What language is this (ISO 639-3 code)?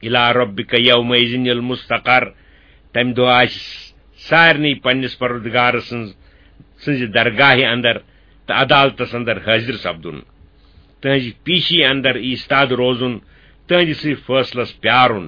kas